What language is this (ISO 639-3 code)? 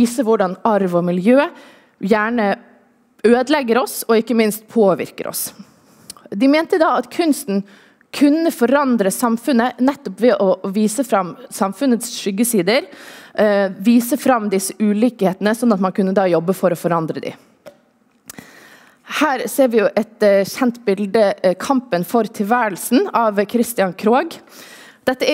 nor